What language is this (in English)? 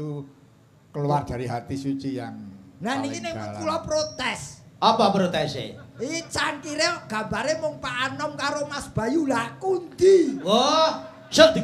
Javanese